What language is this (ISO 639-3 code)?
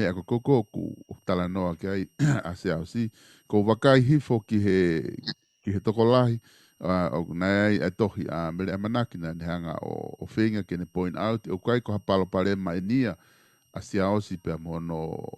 ton